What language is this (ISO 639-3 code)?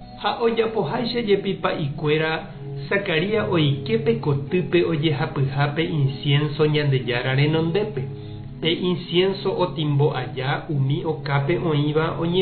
grn